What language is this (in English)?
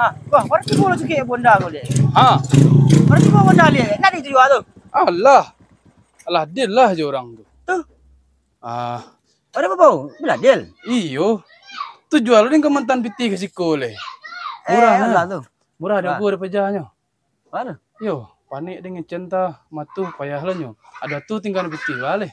Minangkabau